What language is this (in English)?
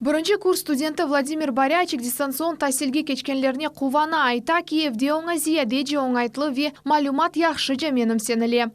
Crimean Tatar